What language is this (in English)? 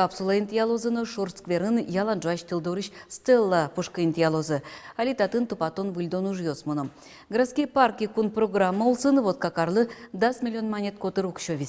Udmurt